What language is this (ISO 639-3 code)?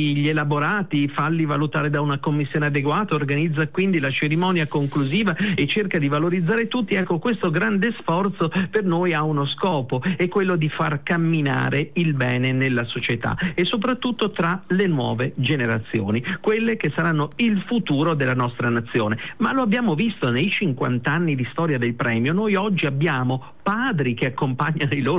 ita